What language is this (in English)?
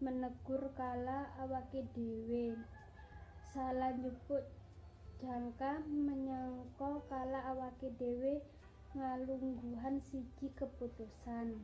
Javanese